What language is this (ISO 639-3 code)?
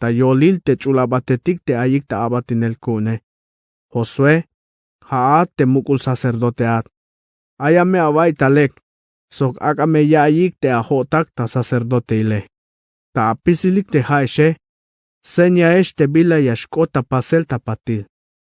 tzh